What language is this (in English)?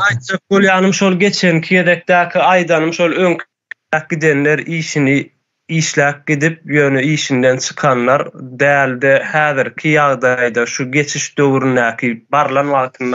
Turkmen